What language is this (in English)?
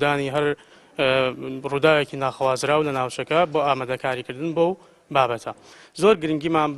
Central Kurdish